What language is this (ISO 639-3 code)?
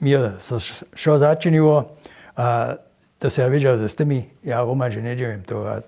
hsb